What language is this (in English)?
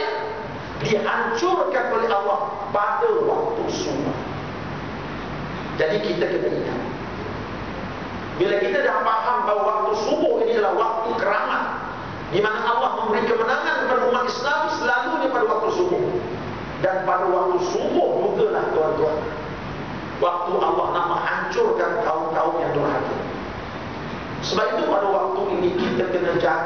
Malay